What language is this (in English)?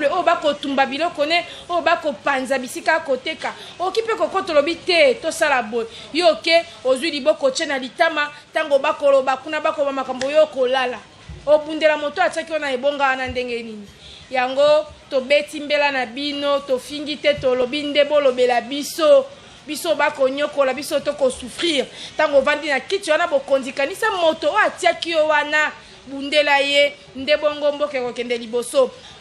Lingala